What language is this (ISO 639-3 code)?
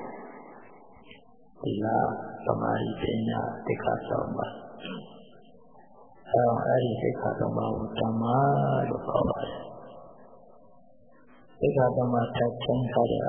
mya